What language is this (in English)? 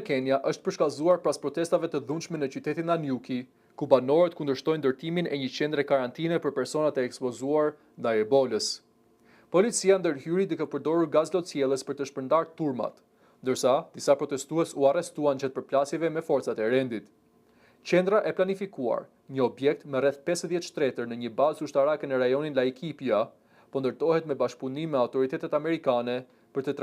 Albanian